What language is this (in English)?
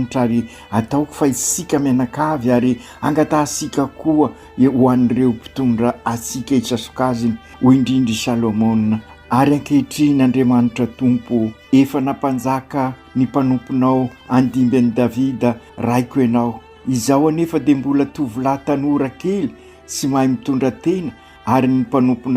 Malagasy